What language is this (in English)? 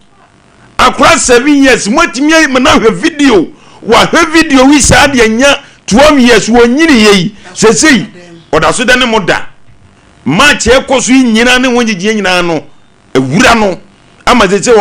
Akan